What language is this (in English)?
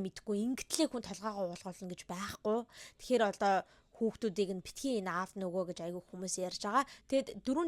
Mongolian